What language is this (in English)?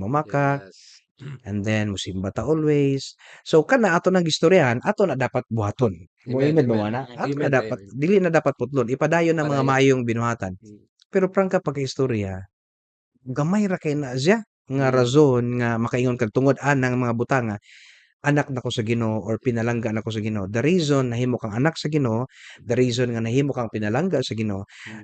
Cebuano